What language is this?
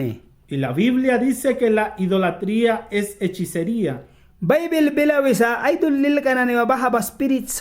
Mískito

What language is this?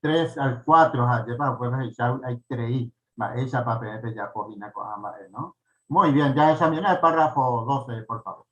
Guarani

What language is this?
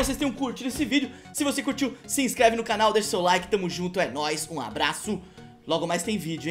Portuguese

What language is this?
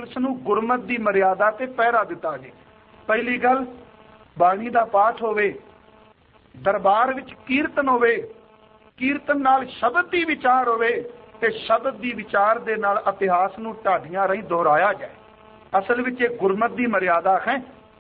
Punjabi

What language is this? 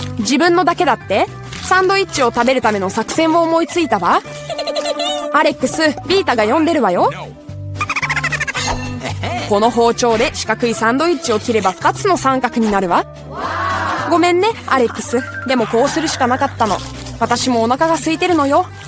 Japanese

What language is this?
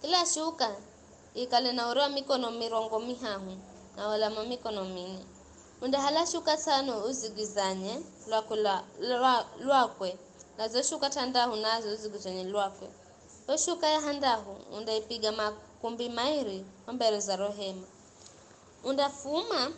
Giryama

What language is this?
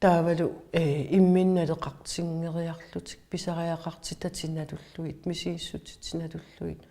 Kalaallisut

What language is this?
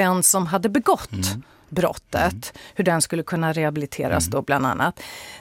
Swedish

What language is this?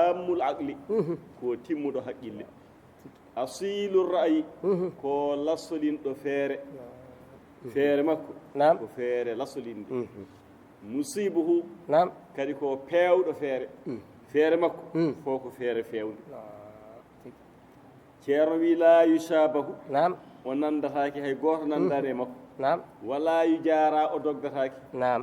Fula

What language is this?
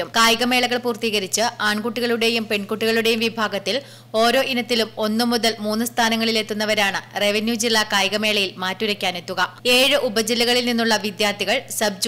Malayalam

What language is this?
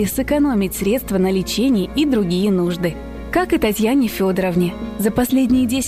Russian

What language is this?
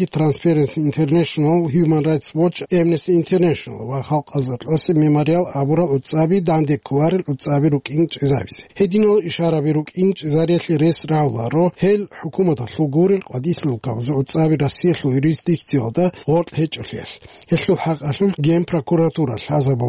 Avaric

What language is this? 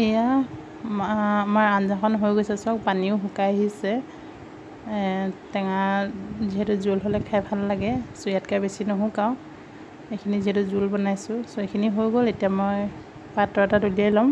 Assamese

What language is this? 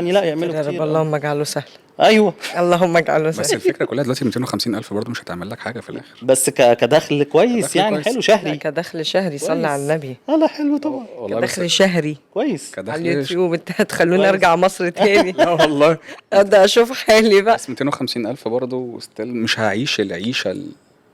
Egyptian Arabic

